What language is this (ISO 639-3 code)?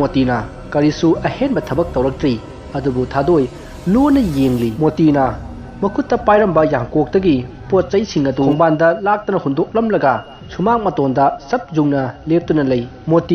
mni